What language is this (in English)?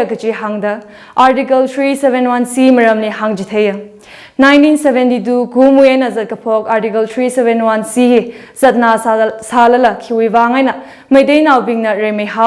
Tangkhul Naga (India)